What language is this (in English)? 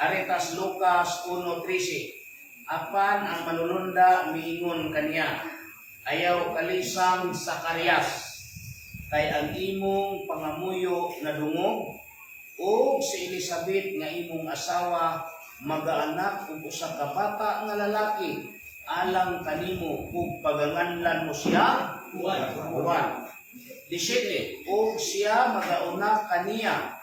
Cebuano